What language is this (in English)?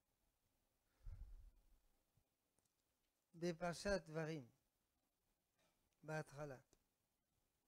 Hebrew